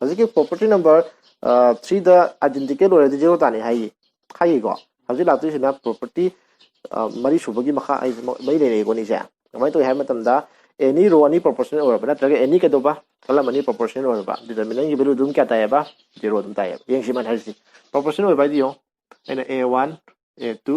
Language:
Manipuri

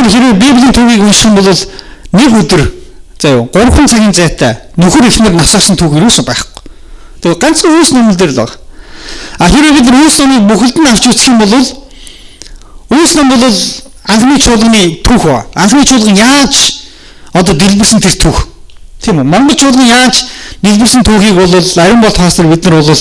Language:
Mongolian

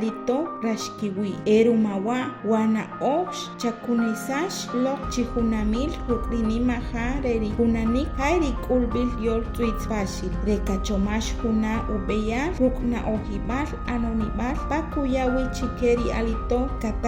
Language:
Achi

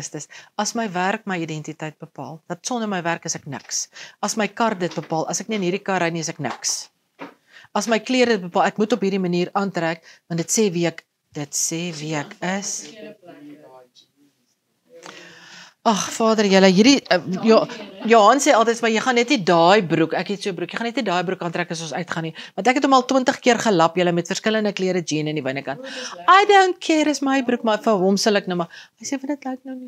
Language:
Afrikaans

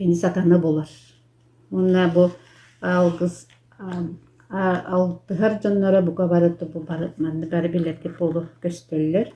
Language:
Yakut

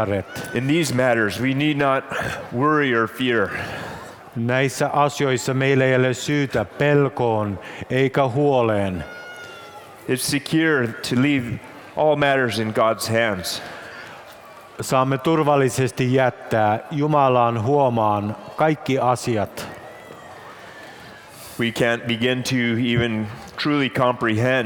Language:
Finnish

